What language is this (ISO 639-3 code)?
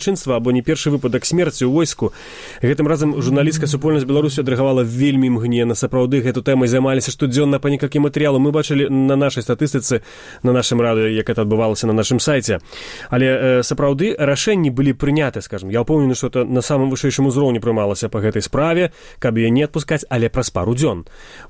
bel